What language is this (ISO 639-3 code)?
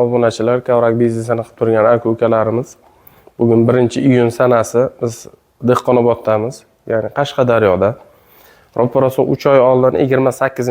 uzb